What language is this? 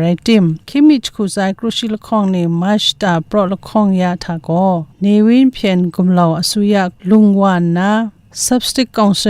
Kachin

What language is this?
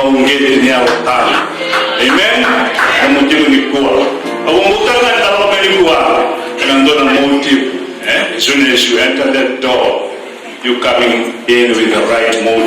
Fijian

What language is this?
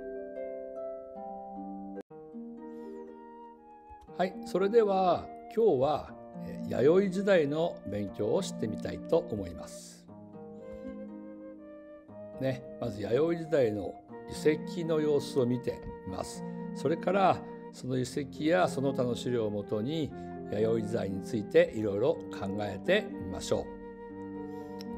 Japanese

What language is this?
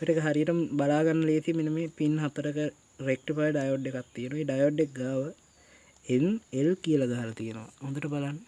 Sinhala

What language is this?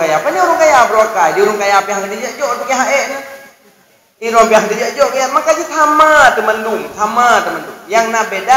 Achinese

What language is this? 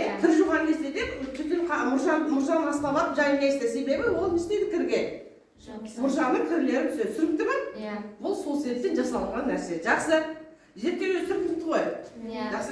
Kazakh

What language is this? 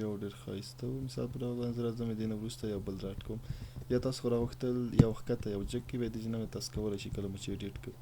Pashto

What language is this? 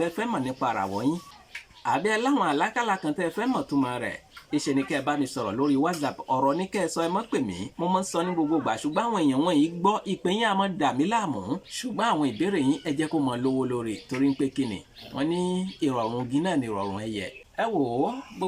Yoruba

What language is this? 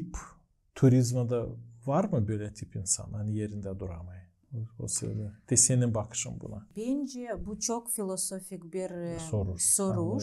Gagauz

